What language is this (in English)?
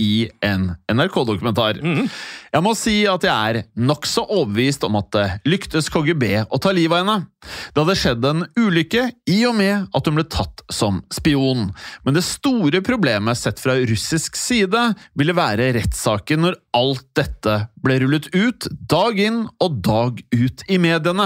Norwegian